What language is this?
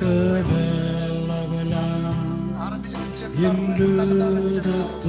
Marshallese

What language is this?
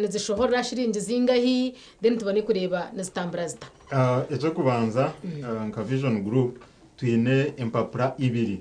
Nyankole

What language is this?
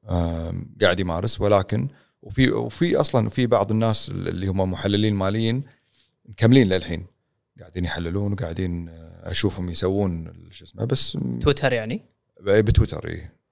Gulf Arabic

